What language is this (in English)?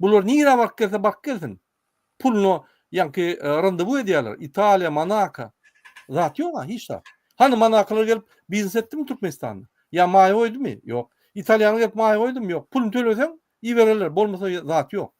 Turkmen